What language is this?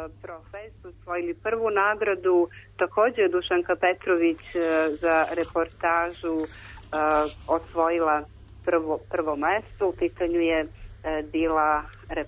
Serbian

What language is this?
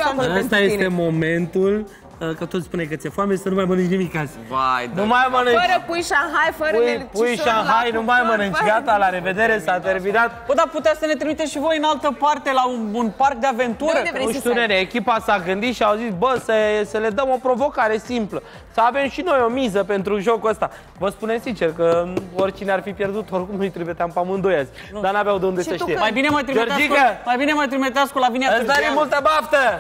Romanian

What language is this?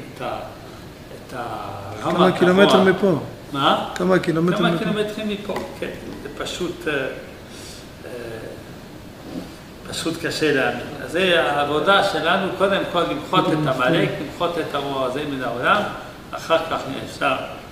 Hebrew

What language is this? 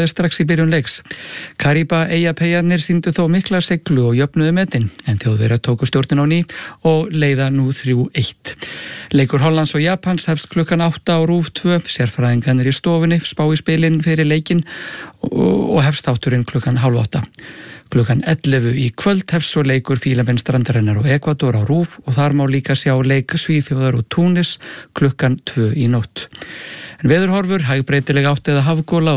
Icelandic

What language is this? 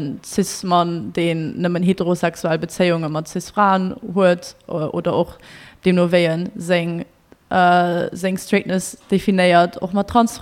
Luxembourgish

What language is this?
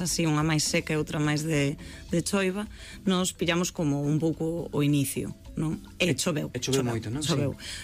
Galician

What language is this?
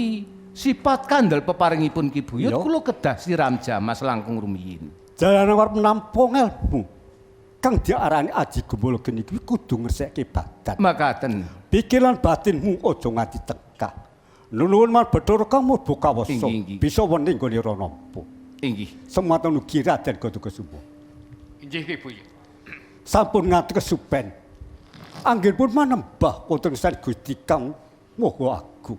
Javanese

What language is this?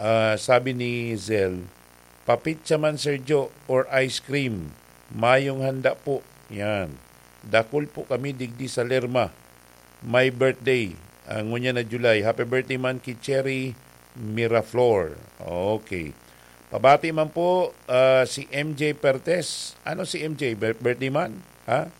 Bikol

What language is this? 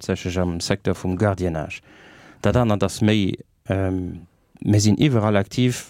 Luxembourgish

